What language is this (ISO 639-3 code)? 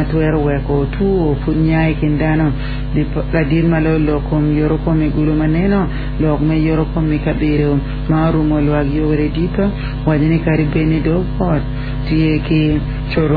ach